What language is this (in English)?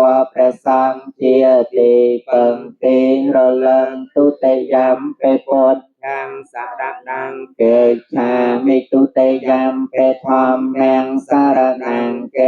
Khmer